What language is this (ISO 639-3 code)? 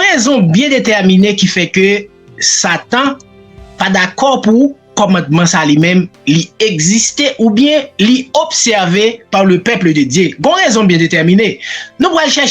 hat